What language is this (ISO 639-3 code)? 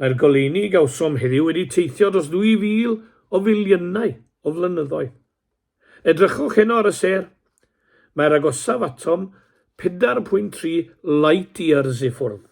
cym